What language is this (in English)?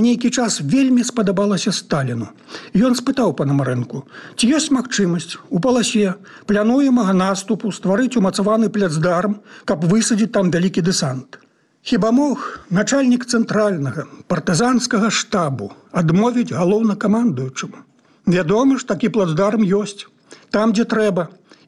Belarusian